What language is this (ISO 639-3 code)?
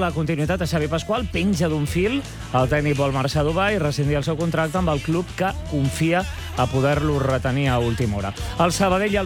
cat